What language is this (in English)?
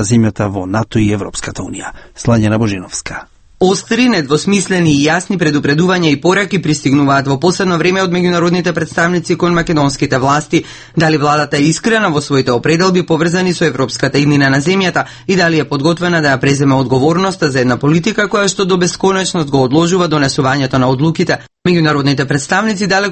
Macedonian